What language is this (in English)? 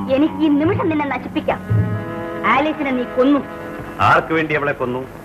Malayalam